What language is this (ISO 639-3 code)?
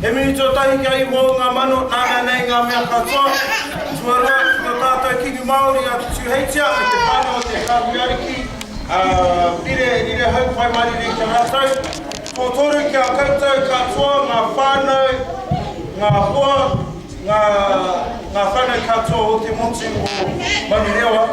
mri